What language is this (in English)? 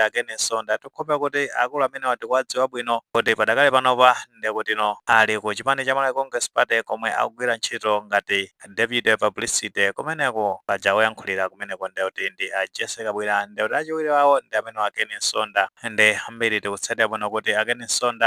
Nyanja